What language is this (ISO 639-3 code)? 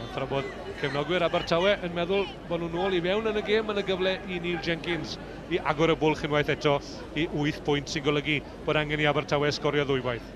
cym